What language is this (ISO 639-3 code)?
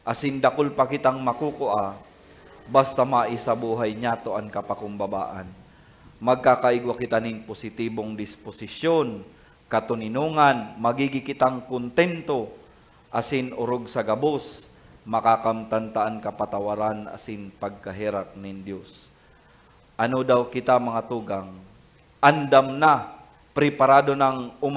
bik